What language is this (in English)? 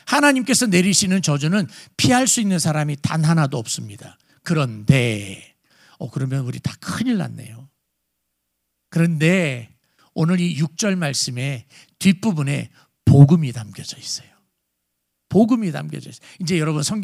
Korean